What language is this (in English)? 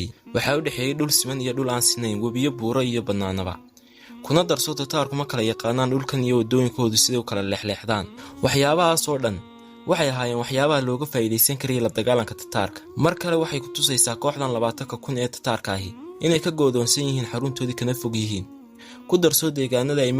Somali